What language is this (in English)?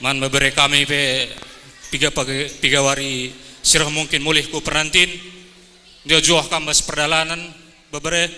Batak Karo